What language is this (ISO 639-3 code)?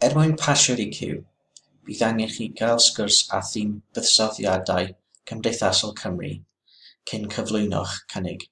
cym